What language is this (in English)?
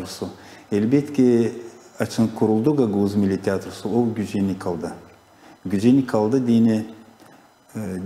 Gagauz